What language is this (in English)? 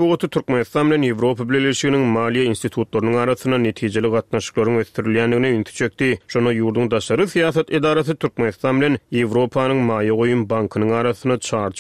Turkmen